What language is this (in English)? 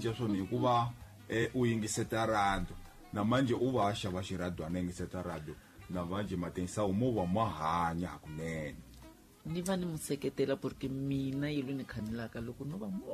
Tsonga